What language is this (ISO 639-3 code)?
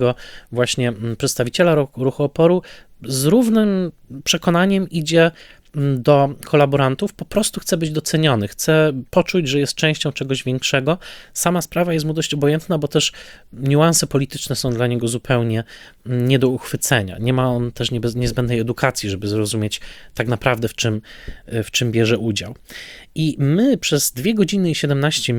pol